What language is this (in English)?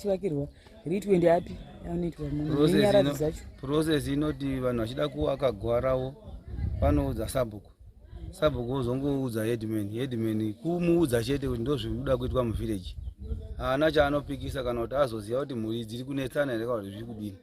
Shona